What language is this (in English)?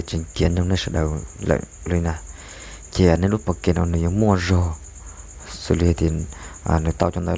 Hmong